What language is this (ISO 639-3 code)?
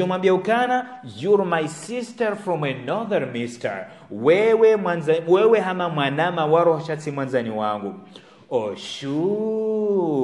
zdj